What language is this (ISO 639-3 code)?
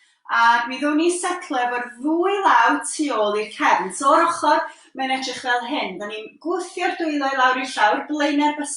cym